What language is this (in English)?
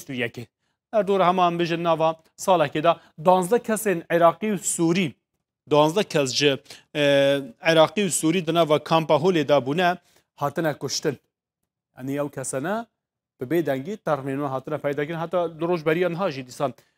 Kurdish